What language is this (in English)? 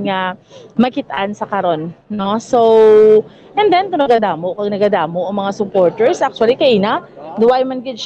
Hiligaynon